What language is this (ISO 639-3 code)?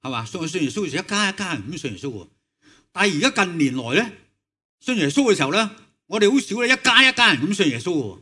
yue